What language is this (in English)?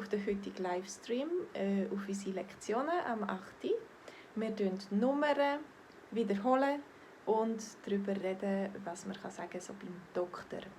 Swiss German